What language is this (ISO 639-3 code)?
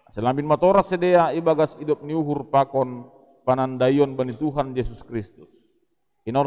bts